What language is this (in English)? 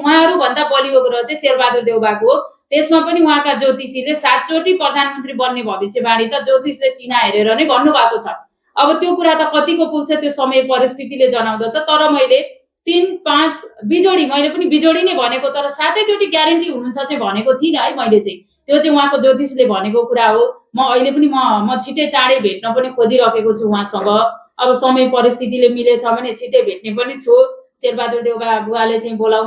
Nepali